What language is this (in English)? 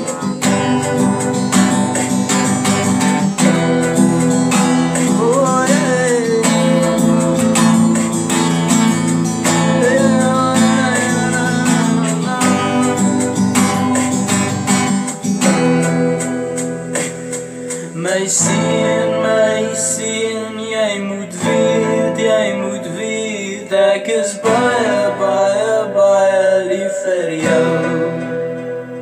Afrikaans